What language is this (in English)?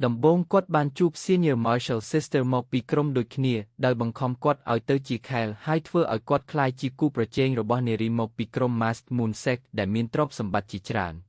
Khmer